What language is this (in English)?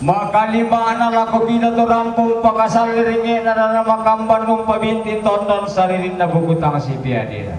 Toraja-Sa'dan